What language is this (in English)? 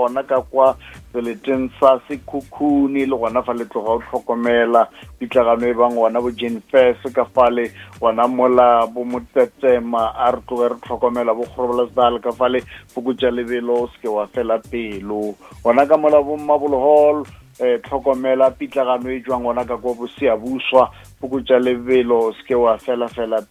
Northern Sotho